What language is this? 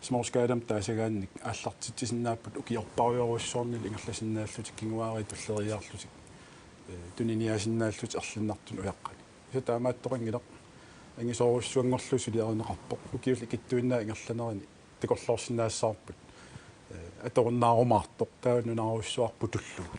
Kalaallisut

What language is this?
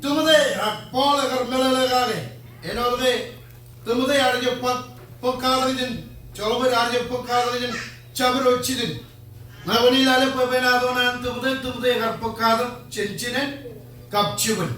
Marshallese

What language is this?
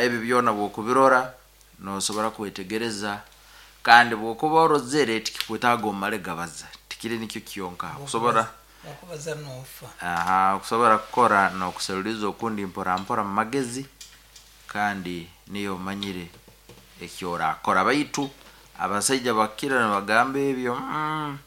Nyankole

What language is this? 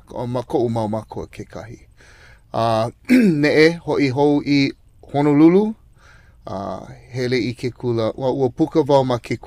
Hawaiian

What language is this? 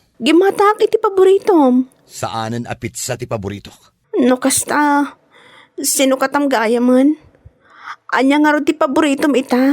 Iloko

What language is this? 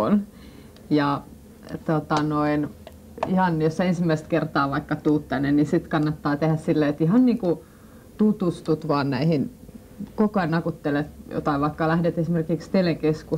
Finnish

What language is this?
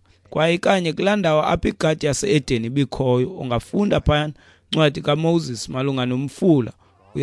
Xhosa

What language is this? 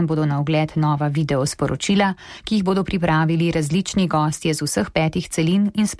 Slovenian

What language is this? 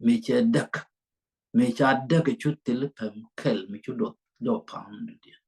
Nuer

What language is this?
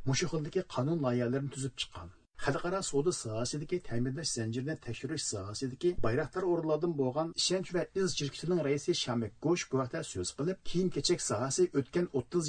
Uyghur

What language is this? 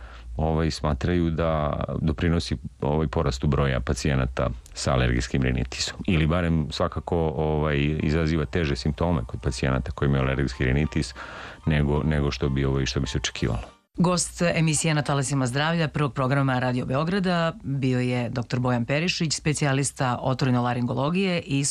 Serbian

